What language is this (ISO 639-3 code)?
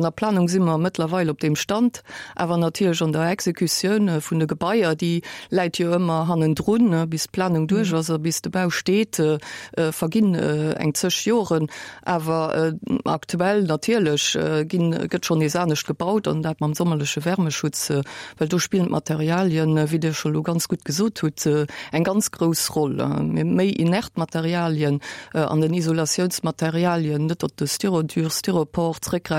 ltz